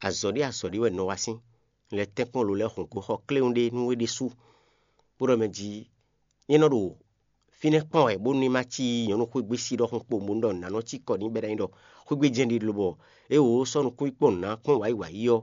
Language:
Fon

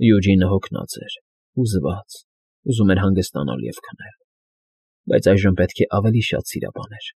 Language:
Armenian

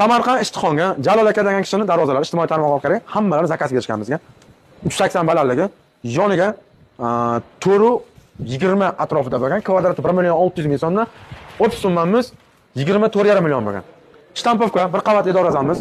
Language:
Uzbek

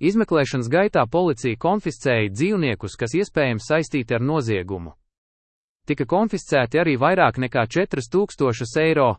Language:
Latvian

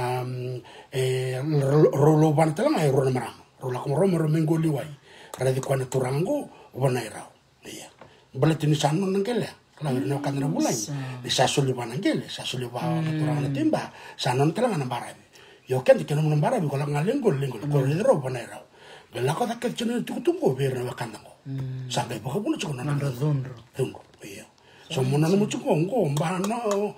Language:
Fijian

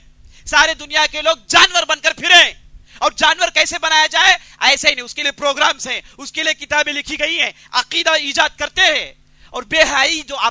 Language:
Urdu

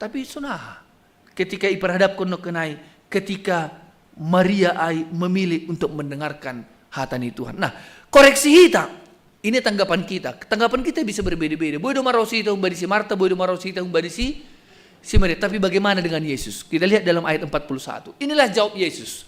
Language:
Batak Simalungun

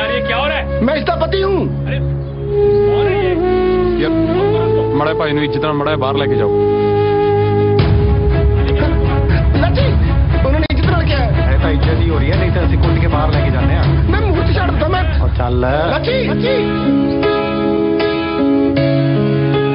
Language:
Punjabi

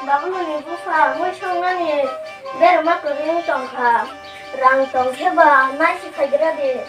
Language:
Kok Borok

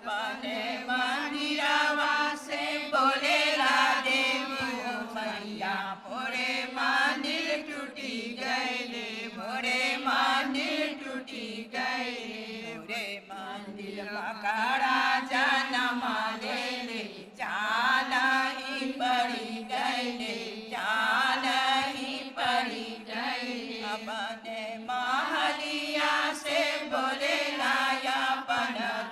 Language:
Bhojpuri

